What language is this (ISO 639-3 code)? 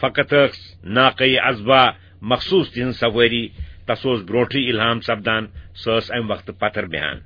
kas